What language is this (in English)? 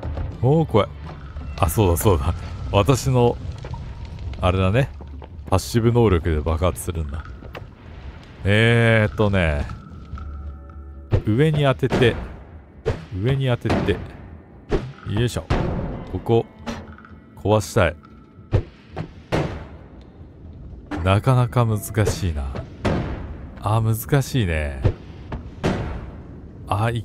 Japanese